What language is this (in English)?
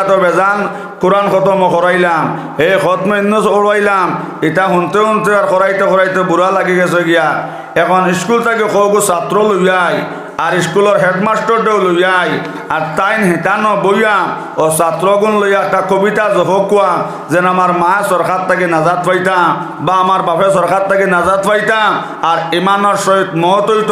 Sylheti